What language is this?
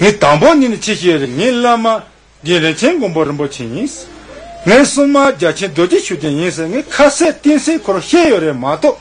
Tibetan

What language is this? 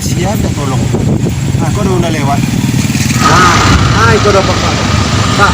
Minangkabau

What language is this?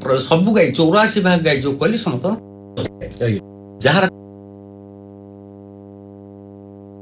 Odia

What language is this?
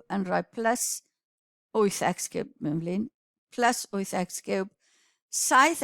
Welsh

